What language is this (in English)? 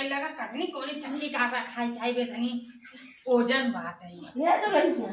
Awadhi